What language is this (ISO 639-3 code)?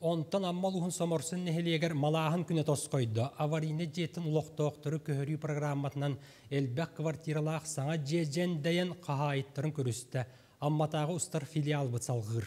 sah